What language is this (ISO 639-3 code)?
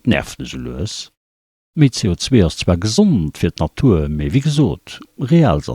ltz